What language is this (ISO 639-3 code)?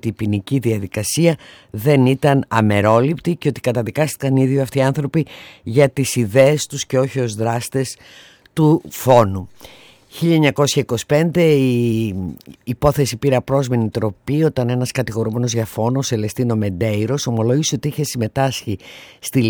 ell